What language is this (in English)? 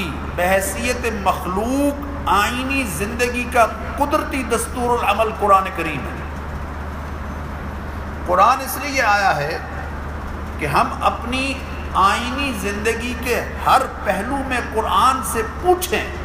Urdu